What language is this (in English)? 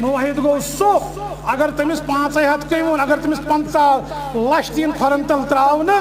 Kashmiri